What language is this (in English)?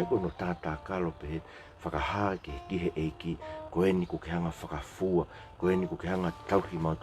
Tongan